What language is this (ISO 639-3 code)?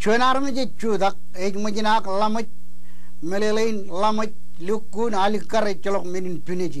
mah